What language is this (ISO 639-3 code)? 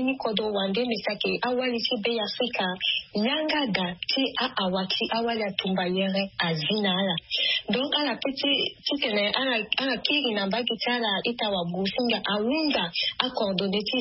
sag